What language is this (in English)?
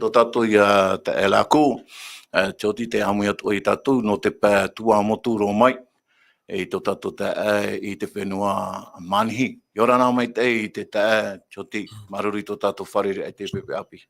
Tahitian